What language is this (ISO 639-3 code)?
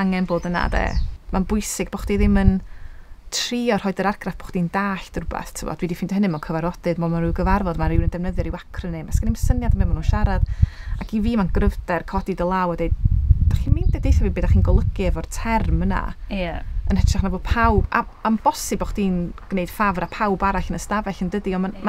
cym